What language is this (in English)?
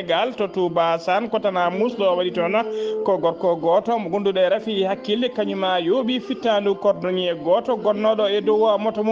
Fula